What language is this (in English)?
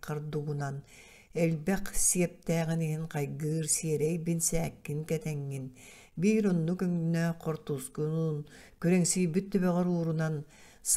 Yakut